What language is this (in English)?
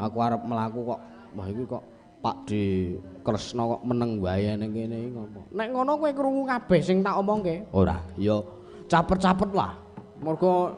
Javanese